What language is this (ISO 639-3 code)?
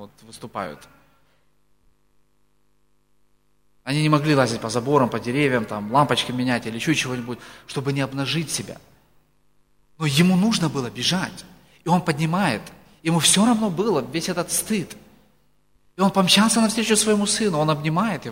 rus